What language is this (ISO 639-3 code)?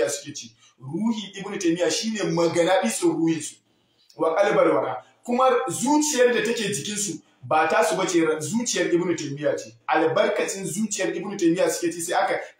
hau